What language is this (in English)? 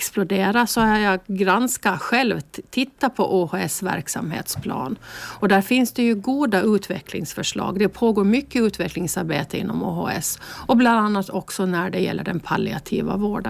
Swedish